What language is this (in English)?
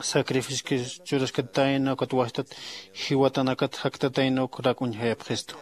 Aymara